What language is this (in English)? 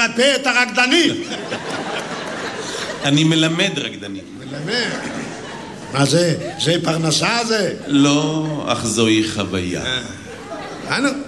Hebrew